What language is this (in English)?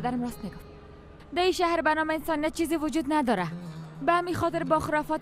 Persian